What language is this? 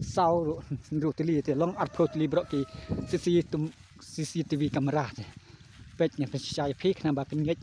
Khasi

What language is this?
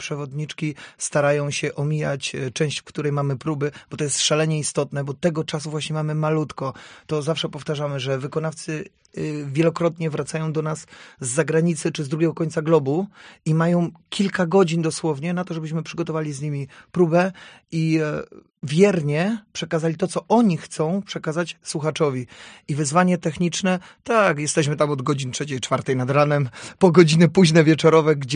Polish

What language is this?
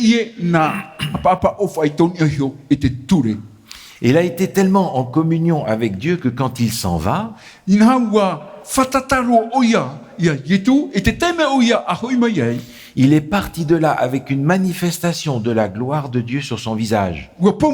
Tahitian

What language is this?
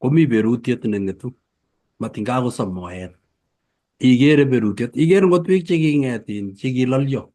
Kalenjin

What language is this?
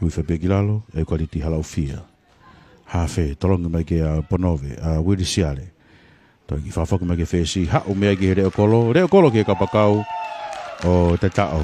Tongan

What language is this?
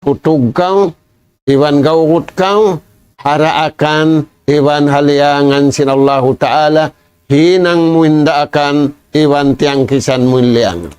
Tausug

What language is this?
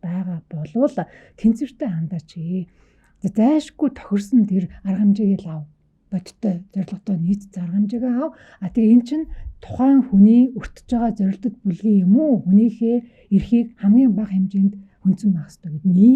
Mongolian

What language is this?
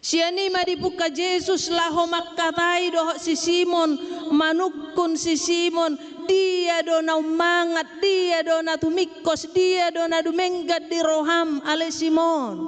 Batak Toba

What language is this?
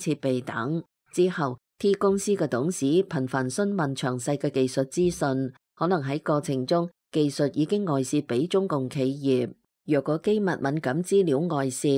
Cantonese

